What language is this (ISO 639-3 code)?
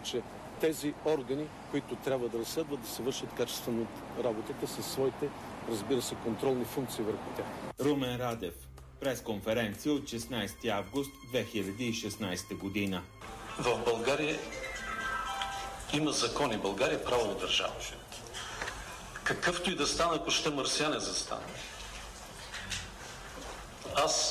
bul